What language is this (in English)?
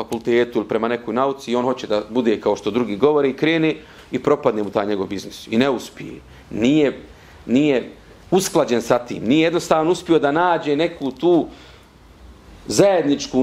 Bosnian